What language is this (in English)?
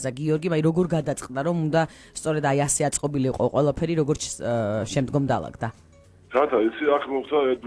Georgian